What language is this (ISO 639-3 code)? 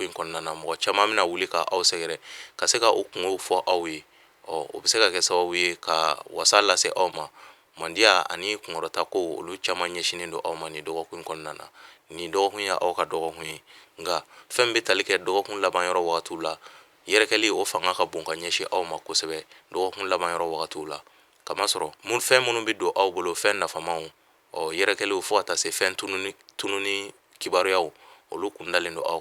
bam